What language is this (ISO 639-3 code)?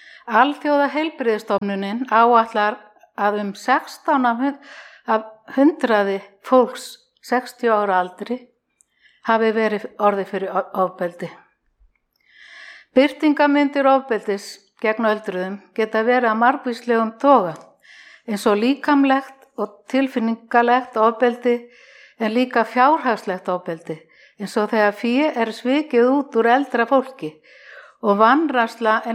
isl